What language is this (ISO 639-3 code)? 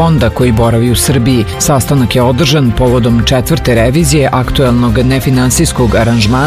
srp